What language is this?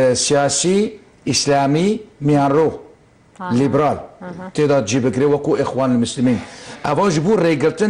Kurdish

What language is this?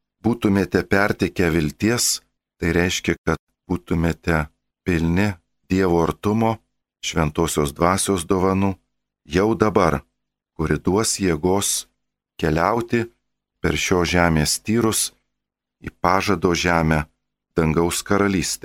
Lithuanian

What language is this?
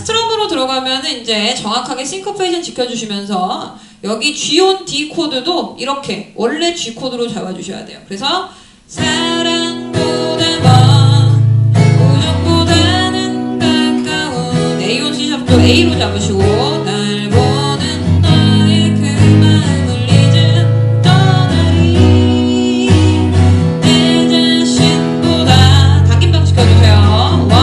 Korean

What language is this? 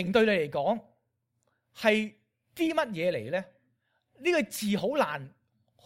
Cantonese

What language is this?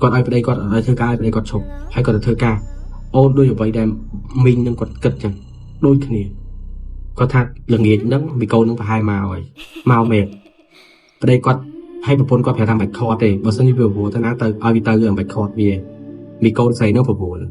Khmer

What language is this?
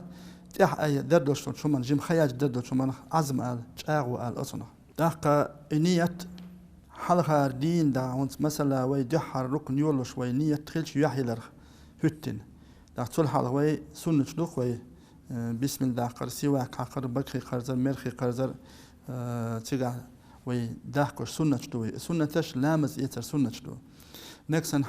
Chechen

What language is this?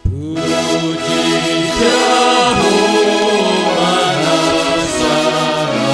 Batak Simalungun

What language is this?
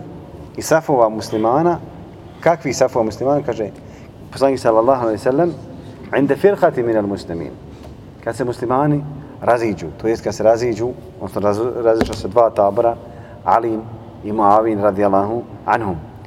Bosnian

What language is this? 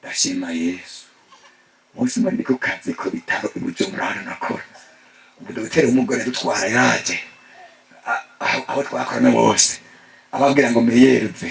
Rundi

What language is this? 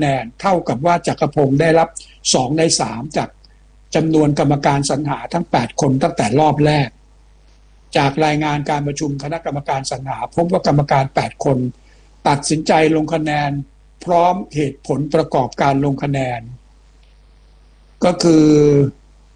Thai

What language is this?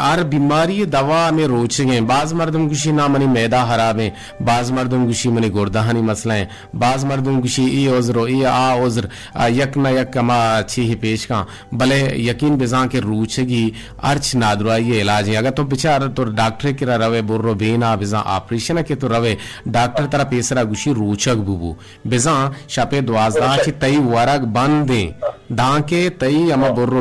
Eastern Balochi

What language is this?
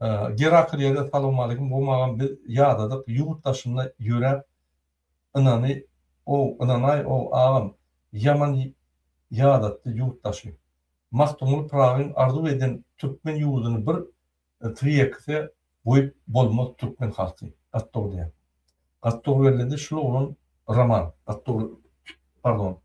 Turkmen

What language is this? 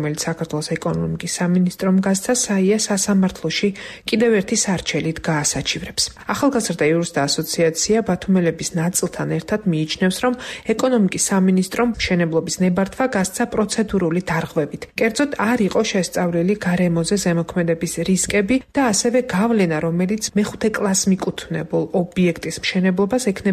Georgian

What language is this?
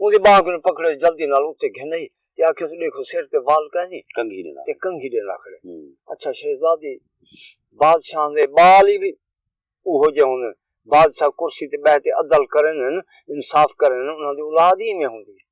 Saraiki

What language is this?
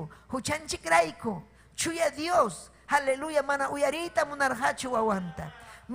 Ayacucho Quechua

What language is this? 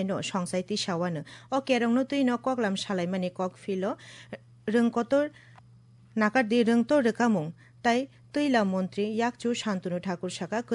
Kok Borok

